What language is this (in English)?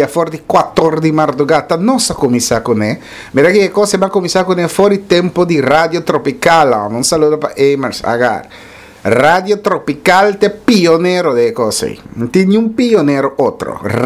Papiamento